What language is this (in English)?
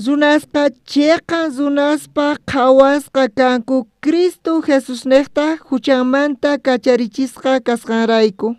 South Bolivian Quechua